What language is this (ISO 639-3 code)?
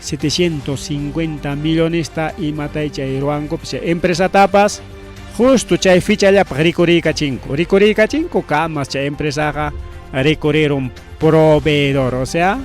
quy